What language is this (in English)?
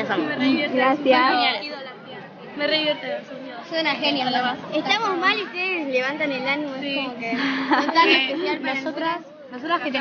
Spanish